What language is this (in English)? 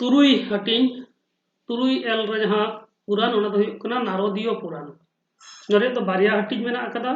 Santali